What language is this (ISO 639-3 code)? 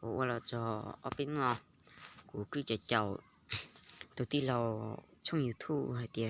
hmn